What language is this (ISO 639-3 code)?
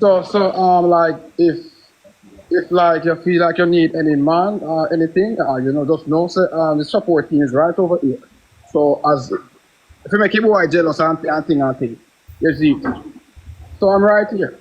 jam